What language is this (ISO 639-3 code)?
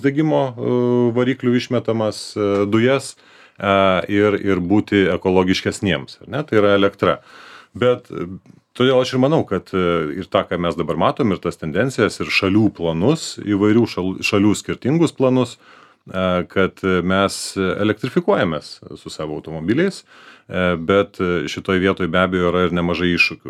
lit